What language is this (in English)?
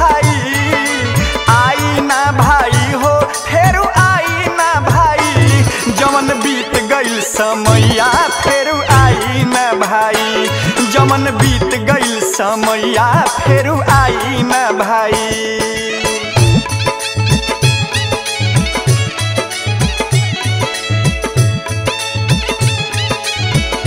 Bhojpuri